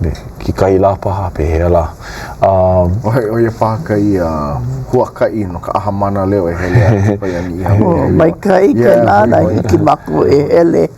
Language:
Hawaiian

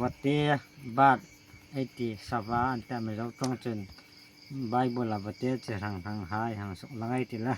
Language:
Hmar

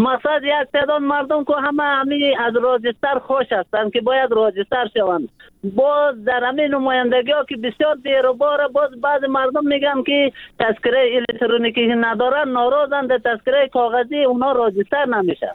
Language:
Persian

